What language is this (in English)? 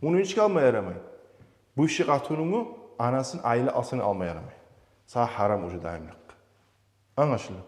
Kumyk